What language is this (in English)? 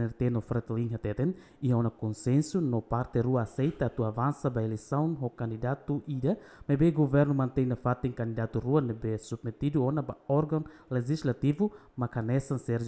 Tetum